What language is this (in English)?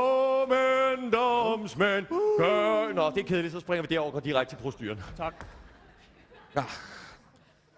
Danish